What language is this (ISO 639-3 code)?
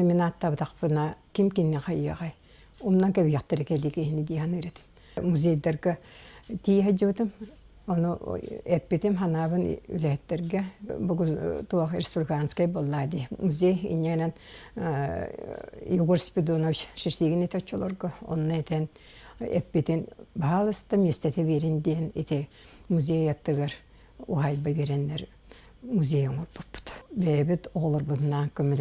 sah